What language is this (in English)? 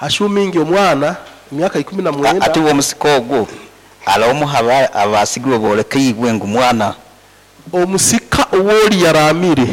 Nyankole